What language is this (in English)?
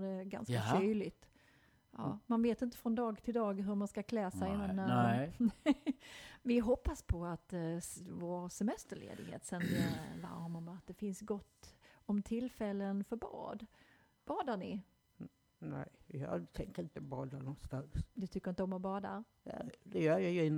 Swedish